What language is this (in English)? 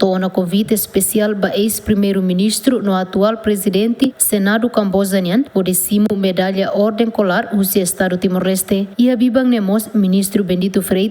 Tetum